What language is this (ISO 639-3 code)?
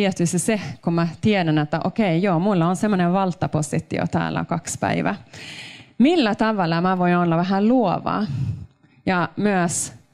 fin